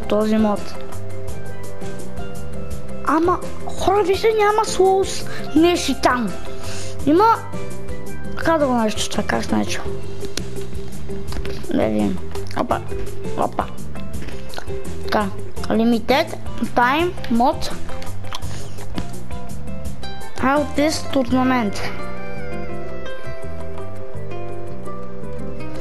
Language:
Bulgarian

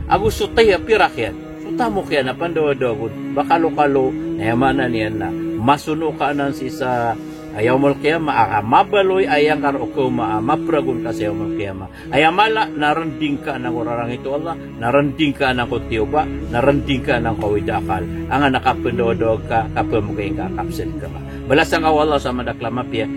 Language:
Maranao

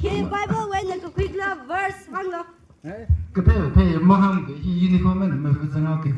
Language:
Tangkhul Naga (India)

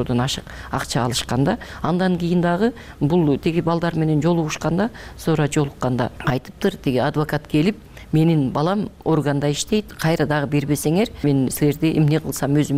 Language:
Kyrgyz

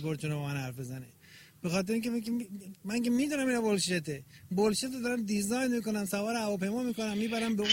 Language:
Persian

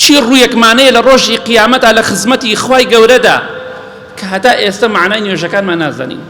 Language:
Central Kurdish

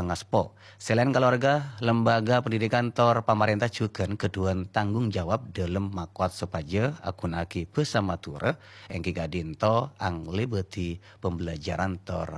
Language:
Madurese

